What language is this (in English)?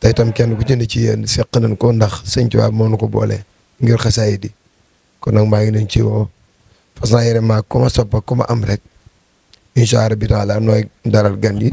Wolof